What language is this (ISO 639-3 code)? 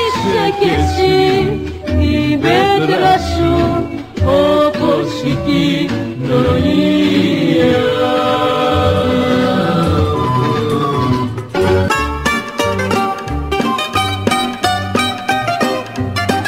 ell